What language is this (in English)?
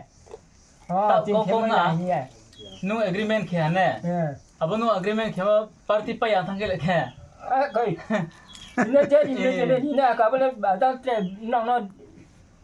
Riang (India)